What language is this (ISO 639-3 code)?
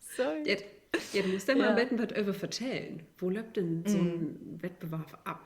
nds